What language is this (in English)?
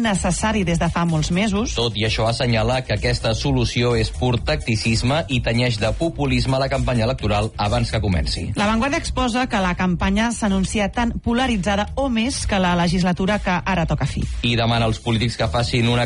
Catalan